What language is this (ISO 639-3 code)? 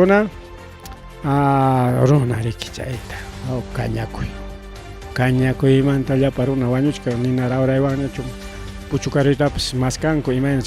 quy